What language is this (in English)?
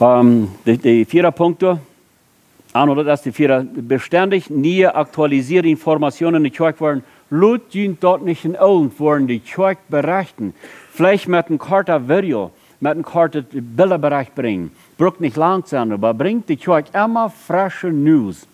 Plautdietsch